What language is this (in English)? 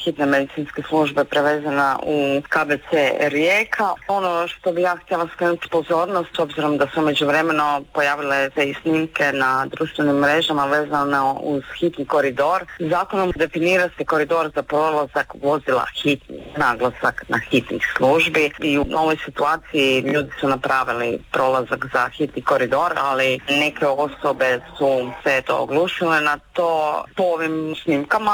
Croatian